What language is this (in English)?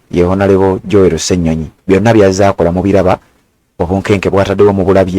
Ganda